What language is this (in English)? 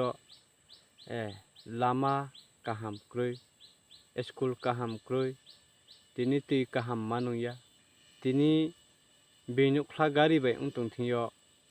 Riang (India)